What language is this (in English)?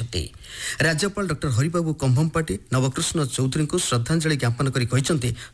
Odia